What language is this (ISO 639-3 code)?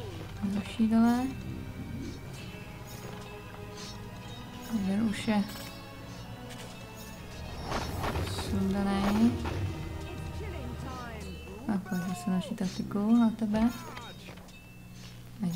ces